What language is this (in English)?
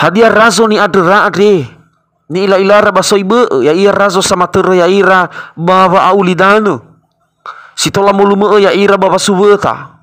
Nias